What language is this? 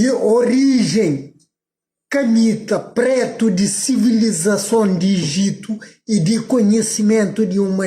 Kabuverdianu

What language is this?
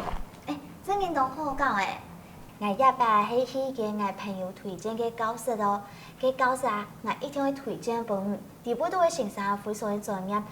Hakka Chinese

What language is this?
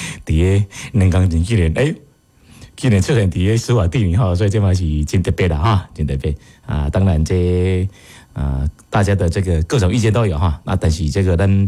Min Nan Chinese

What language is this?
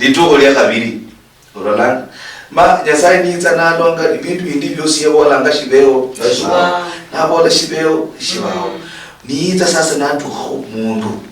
Luyia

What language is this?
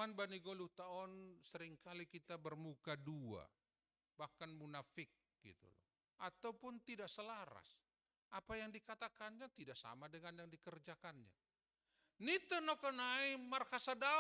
Batak Simalungun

